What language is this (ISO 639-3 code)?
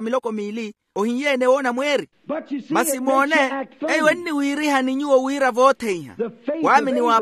vmw